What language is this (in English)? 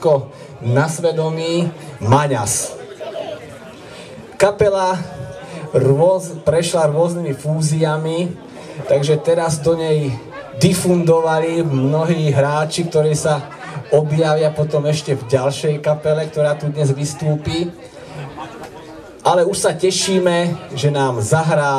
Slovak